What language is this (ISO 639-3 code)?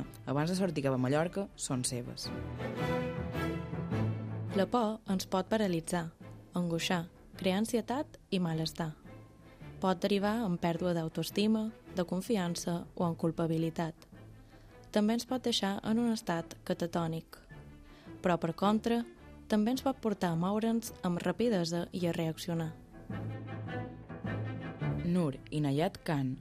cat